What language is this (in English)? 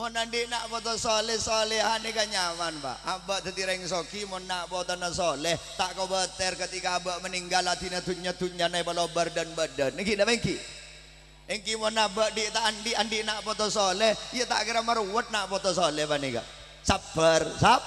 Madurese